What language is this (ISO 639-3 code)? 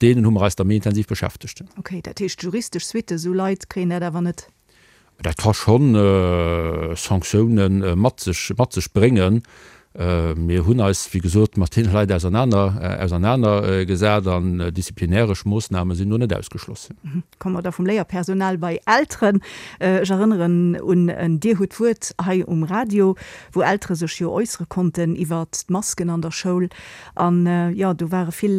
ltz